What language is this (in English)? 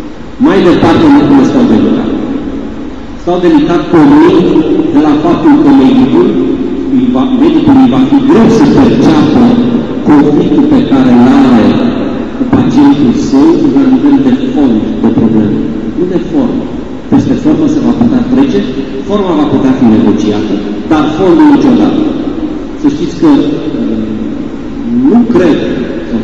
Romanian